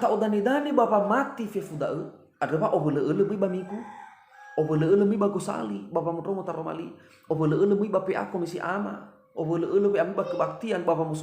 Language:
Nias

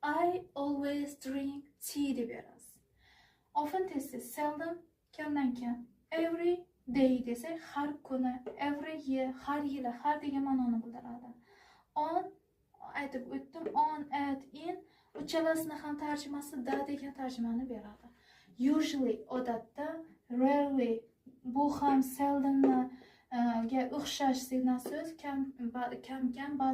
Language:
Uzbek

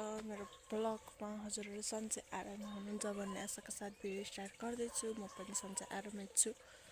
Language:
Nepali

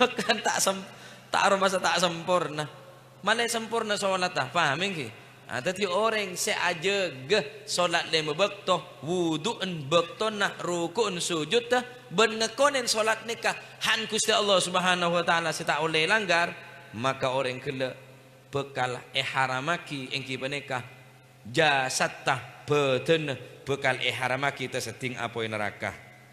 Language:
Madurese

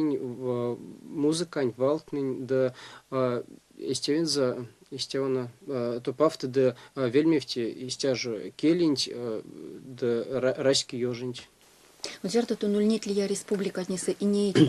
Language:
Erzya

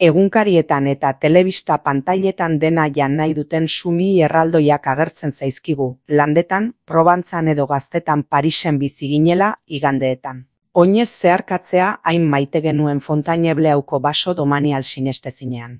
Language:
Basque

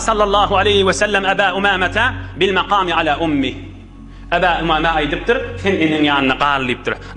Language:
Turkmen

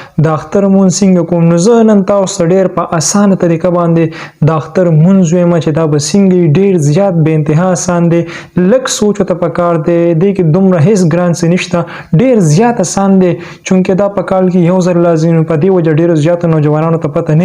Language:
Pashto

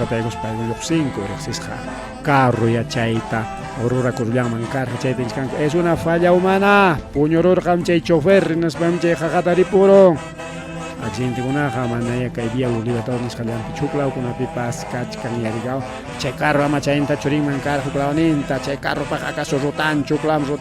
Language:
Ayacucho Quechua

